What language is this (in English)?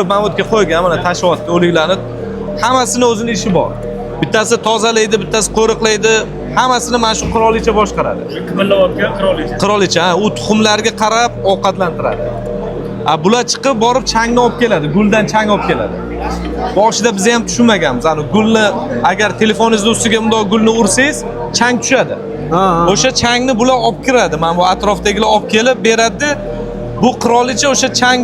Uzbek